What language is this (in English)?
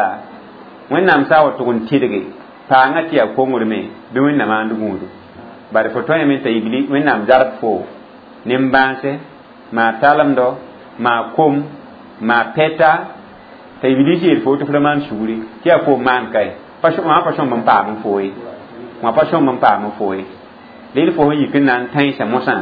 Mossi